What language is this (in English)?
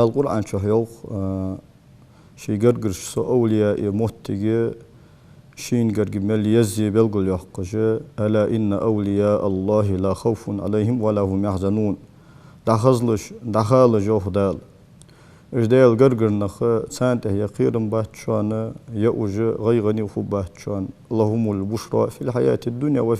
Ingush